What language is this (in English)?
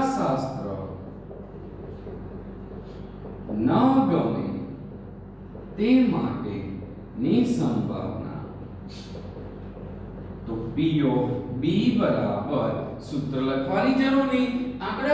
Gujarati